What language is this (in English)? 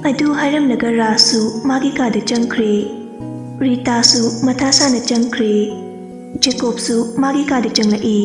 Manipuri